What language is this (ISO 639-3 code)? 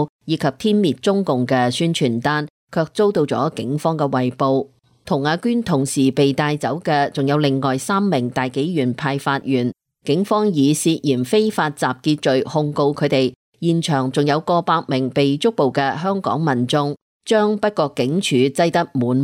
yue